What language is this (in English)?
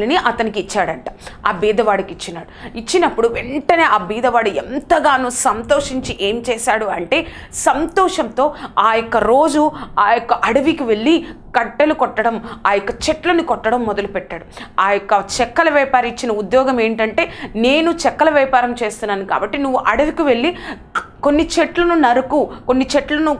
Telugu